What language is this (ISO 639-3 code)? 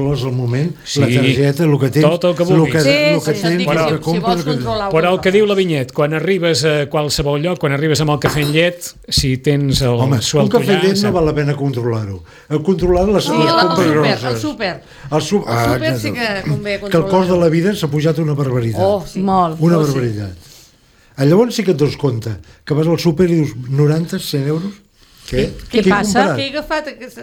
cat